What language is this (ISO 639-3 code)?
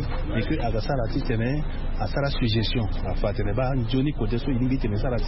sag